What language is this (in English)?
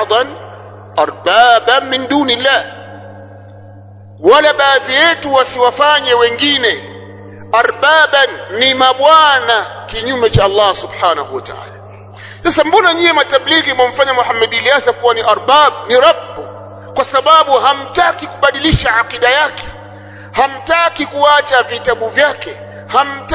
Swahili